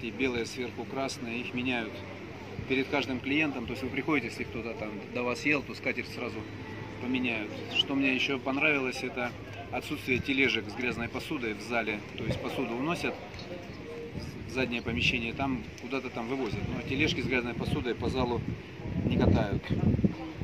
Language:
Russian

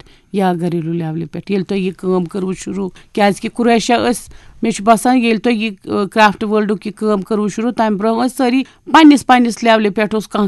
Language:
Kashmiri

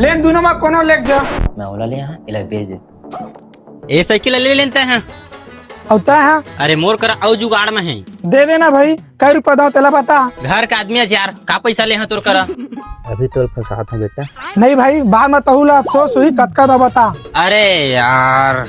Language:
Chhattisgarhi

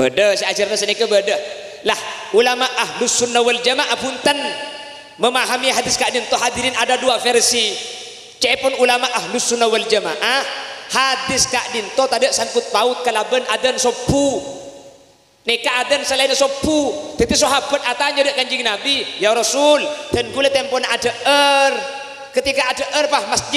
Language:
Madurese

